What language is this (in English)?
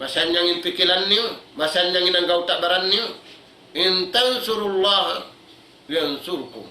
Tausug